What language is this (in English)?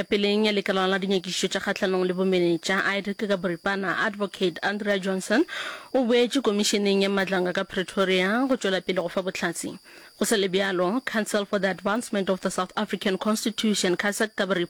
Northern Sotho